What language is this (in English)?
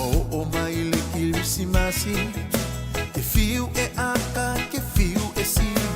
Samoan